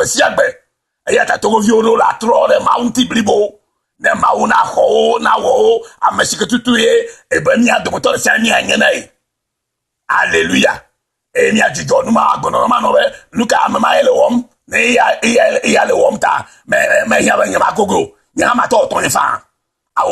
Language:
Ewe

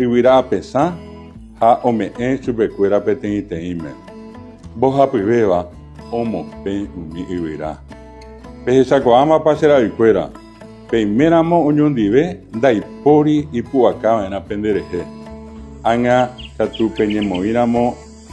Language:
Guarani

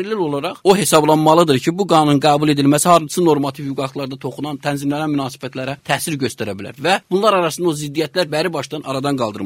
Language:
Azerbaijani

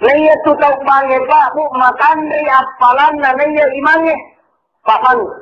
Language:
Buginese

